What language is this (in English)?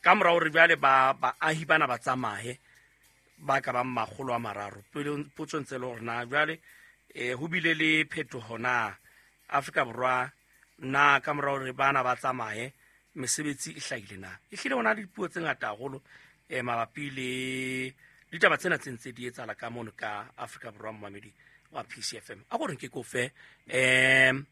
Southern Sotho